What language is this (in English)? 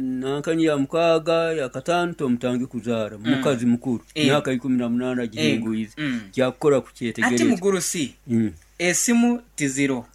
Nyoro